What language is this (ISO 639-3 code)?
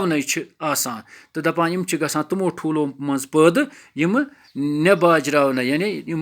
kas